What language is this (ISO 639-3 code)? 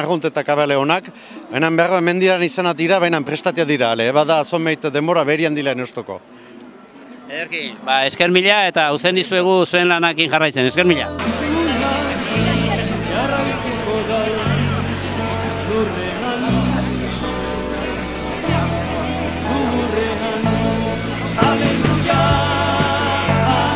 eus